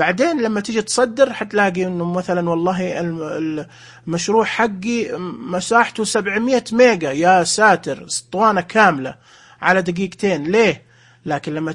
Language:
Najdi Arabic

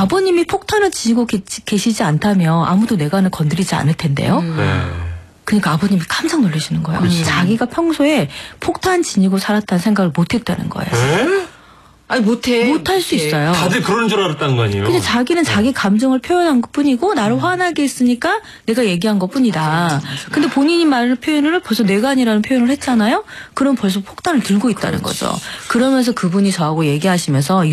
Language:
Korean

